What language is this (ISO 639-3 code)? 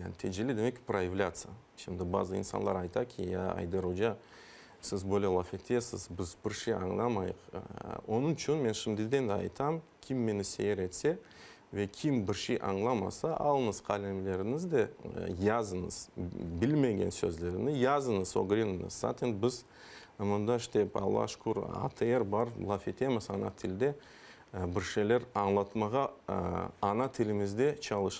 crh